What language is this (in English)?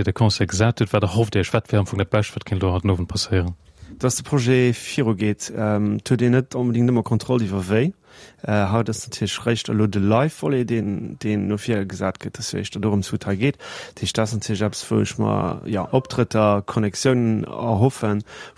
Luxembourgish